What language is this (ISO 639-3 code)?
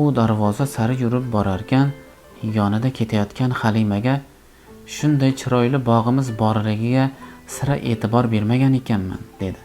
uzb